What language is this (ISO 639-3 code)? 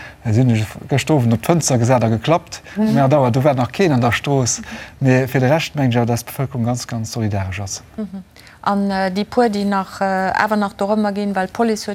ltz